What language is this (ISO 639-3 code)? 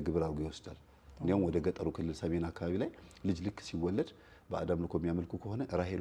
amh